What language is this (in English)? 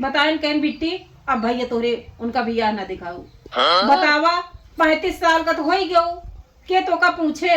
Awadhi